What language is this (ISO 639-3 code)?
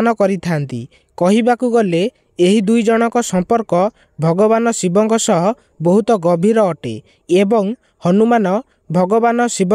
ori